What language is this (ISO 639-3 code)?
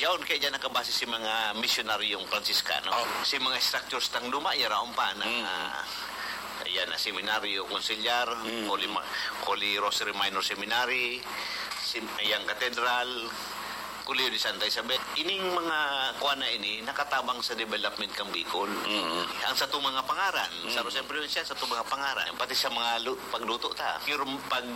bik